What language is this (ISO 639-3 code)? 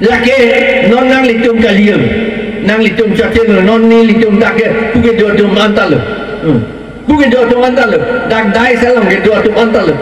mjw